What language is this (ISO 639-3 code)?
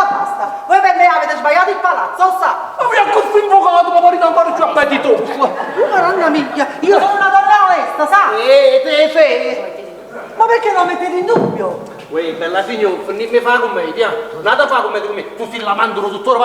nap